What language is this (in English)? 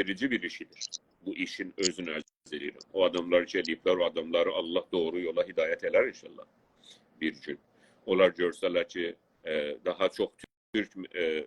South Azerbaijani